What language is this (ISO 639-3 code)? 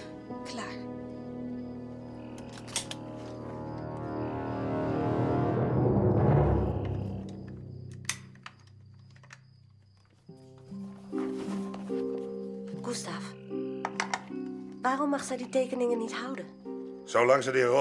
nld